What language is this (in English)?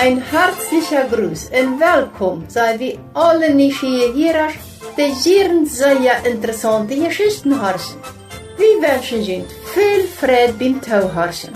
Plautdietsch